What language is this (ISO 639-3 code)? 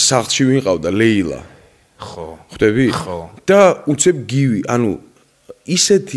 kat